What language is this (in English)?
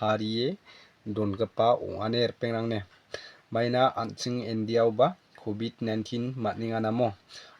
Garo